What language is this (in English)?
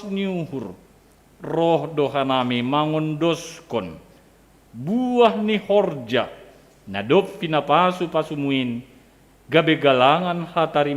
Batak Simalungun